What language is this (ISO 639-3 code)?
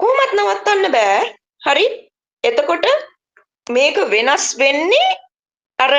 sin